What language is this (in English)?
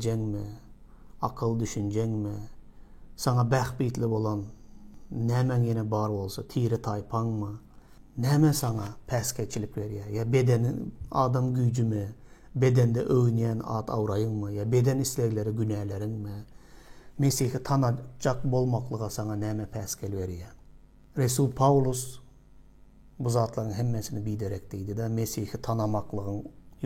Turkmen